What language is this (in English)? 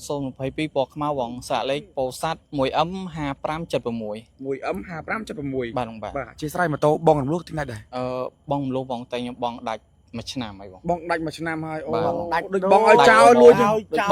Khmer